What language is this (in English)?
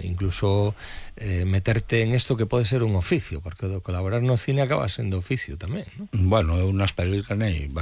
Galician